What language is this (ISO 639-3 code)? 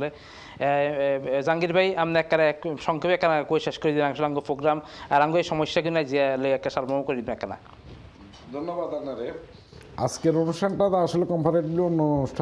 ben